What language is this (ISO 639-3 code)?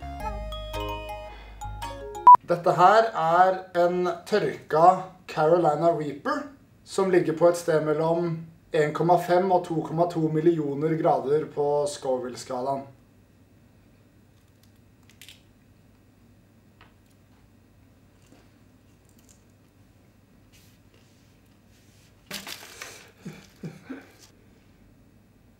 nor